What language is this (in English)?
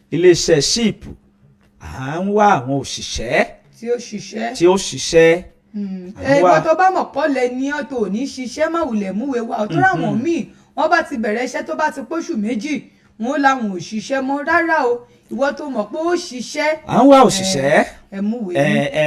Yoruba